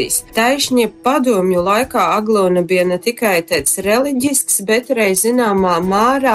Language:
Latgalian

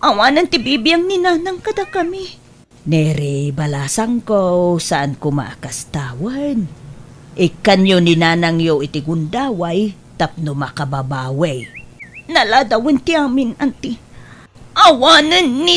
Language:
Iloko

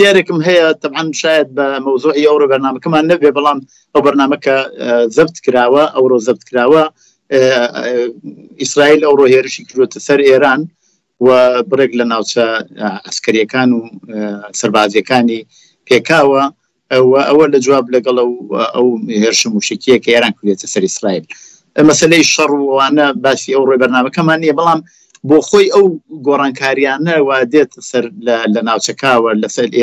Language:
Central Kurdish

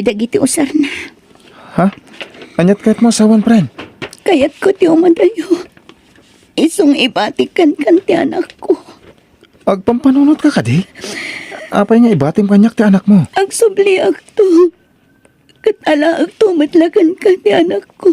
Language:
Iloko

